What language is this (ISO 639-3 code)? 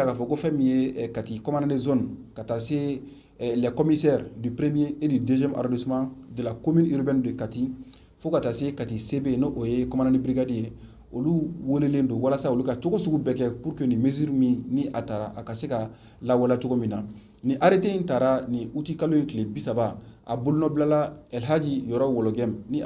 bam